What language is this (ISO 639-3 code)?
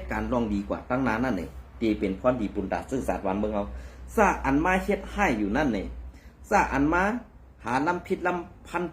shn